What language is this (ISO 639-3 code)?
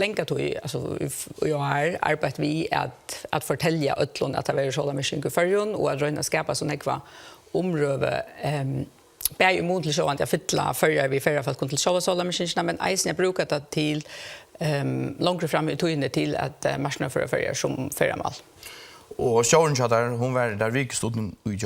fao